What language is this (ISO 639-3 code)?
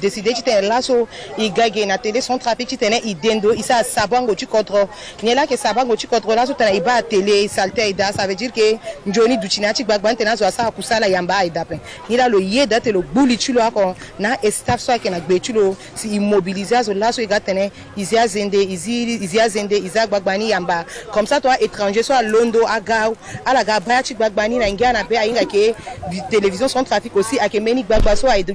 sag